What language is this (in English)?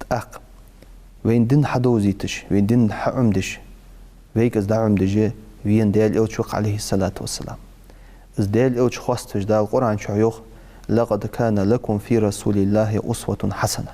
Ingush